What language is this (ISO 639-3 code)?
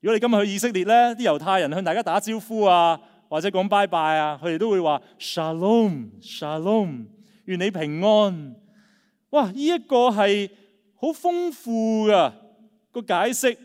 yue